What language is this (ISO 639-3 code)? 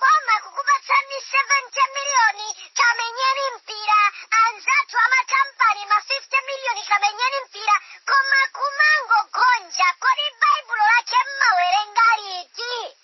nya